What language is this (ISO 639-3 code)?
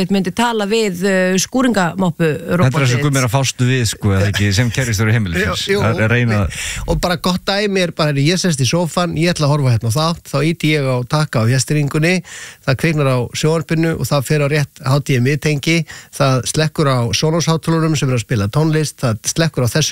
isl